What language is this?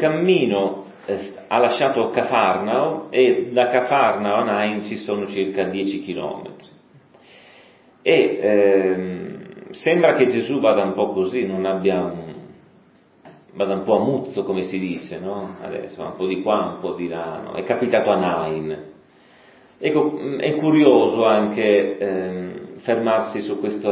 Italian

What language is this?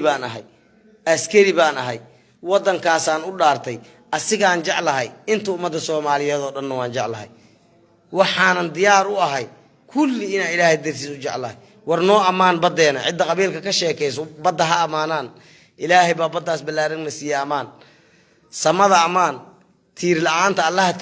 Somali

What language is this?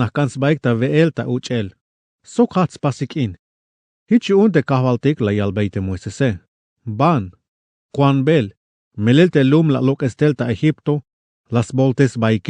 Tzeltal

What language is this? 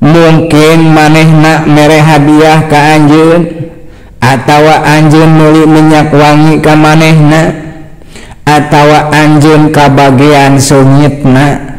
Sundanese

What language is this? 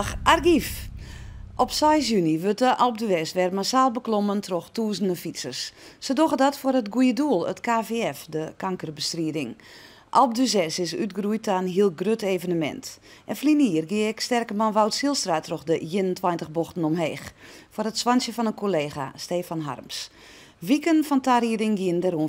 Western Frisian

